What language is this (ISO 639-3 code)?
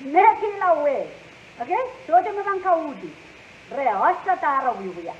pon